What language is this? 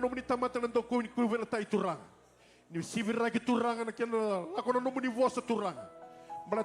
Fijian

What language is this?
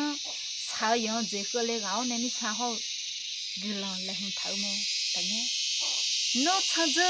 Akha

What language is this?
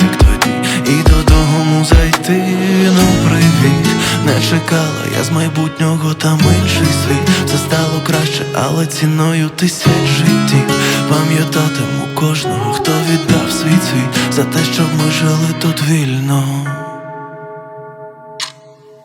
Ukrainian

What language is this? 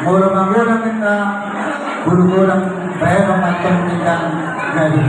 Batak Toba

